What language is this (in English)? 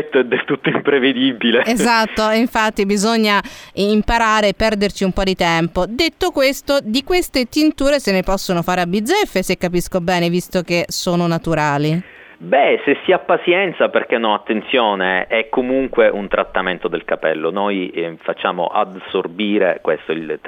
Italian